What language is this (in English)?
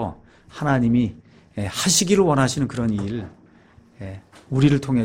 Korean